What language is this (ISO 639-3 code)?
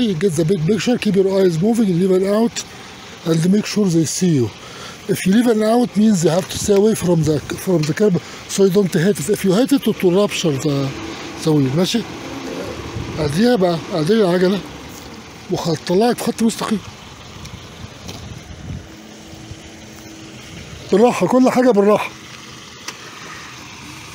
arz